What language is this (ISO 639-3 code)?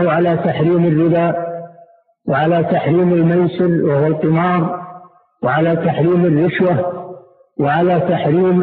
ara